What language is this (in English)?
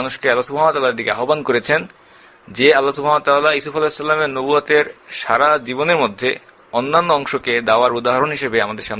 Bangla